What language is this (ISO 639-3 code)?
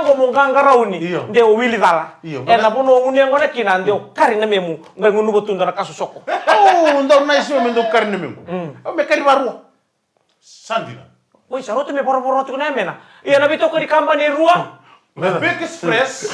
fij